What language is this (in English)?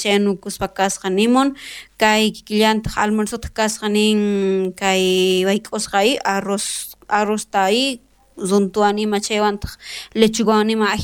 South Bolivian Quechua